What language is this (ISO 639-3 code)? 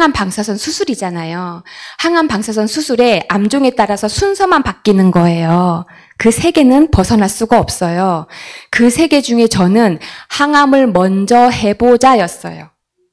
kor